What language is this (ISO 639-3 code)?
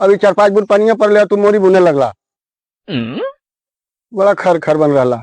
mag